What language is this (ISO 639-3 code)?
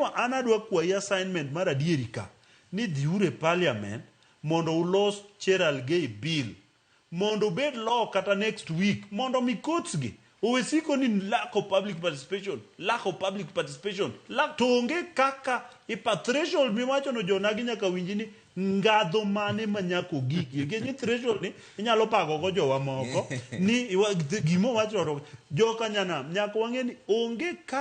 luo